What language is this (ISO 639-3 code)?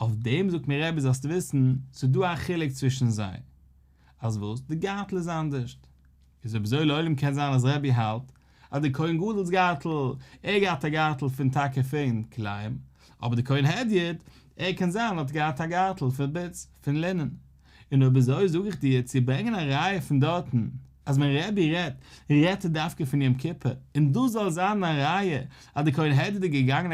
yid